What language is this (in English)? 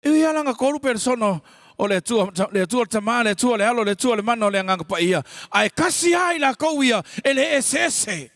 Samoan